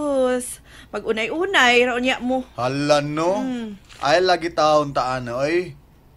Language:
Cebuano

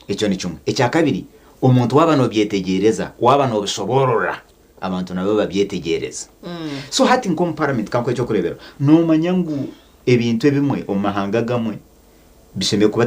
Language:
Nyankole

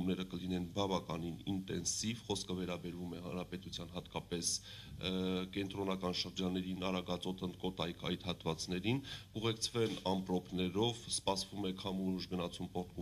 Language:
Armenian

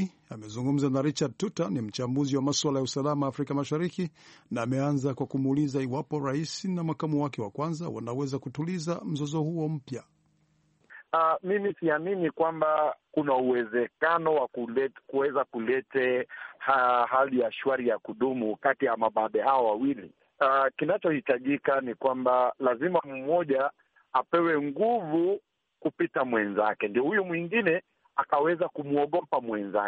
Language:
Swahili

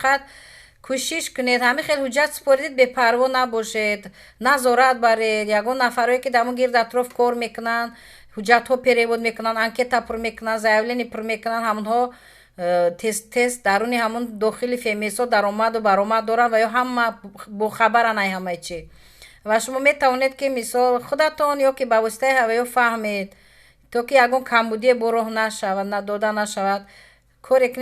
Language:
Tajik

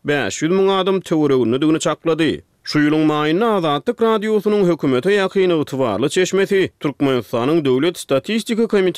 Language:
Turkmen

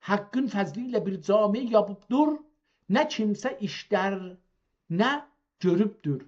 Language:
South Azerbaijani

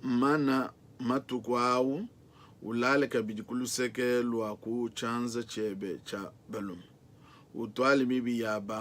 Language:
Luba-Lulua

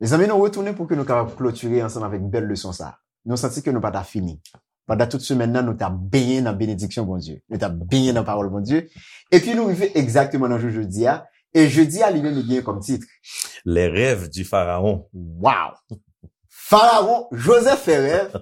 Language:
Haitian Creole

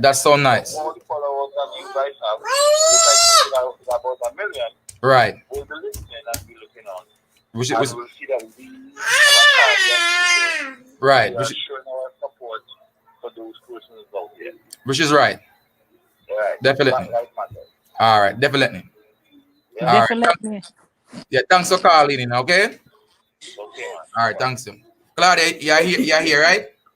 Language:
Jamaican Creole English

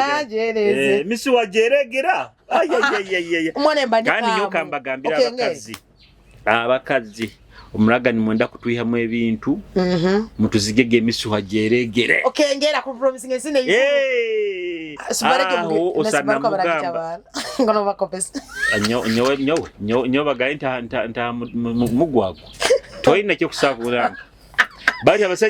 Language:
Nyoro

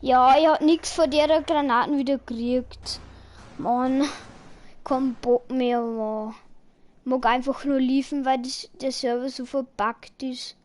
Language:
Bavarian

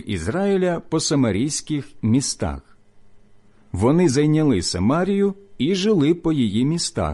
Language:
Ukrainian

